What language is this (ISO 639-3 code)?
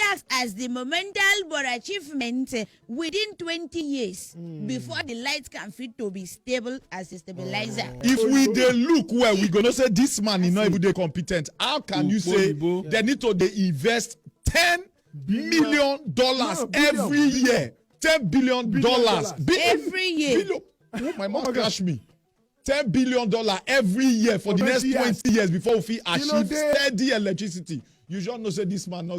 pcm